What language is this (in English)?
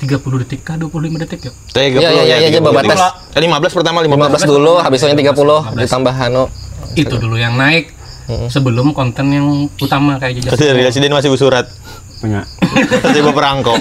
Banjar